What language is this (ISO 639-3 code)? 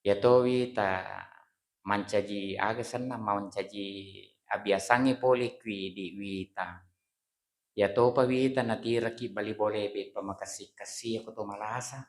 bug